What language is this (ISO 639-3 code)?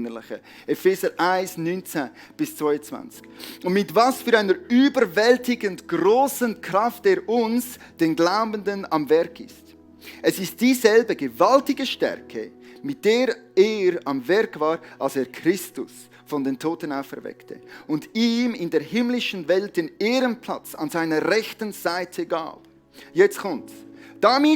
gsw